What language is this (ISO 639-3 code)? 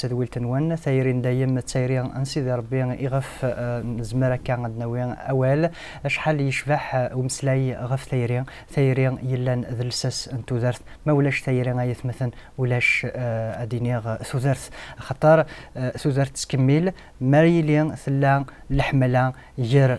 kab